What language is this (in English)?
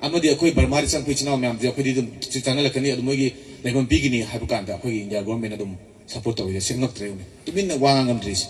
Manipuri